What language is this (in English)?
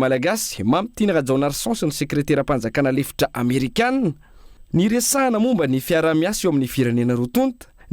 Malagasy